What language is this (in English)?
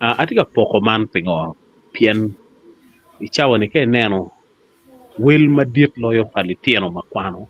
Acoli